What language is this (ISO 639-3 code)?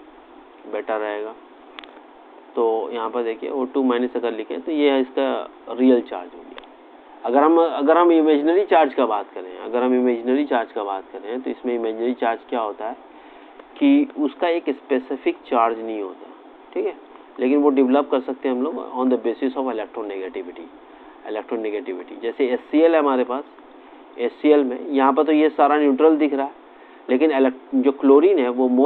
hin